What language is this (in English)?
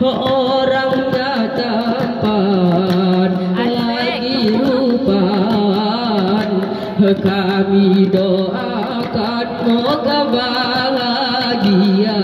Gayo